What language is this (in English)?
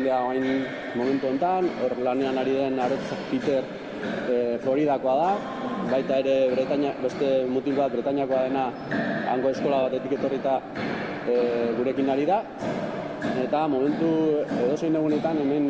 Basque